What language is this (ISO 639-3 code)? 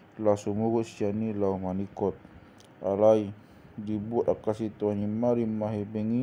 bbc